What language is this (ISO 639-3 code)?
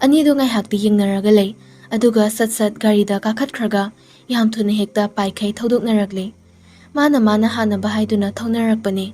mni